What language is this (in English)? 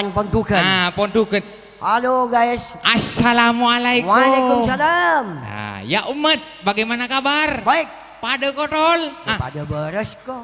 Madurese